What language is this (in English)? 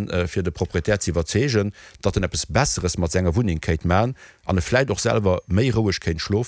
Luxembourgish